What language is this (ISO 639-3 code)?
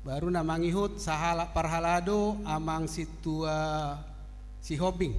bbc